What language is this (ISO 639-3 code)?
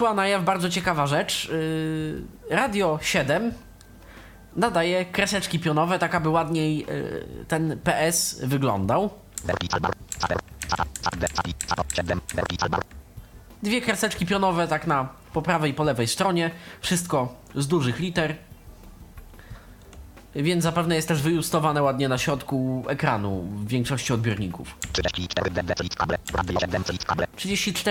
pol